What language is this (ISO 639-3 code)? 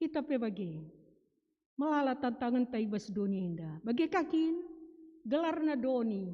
btx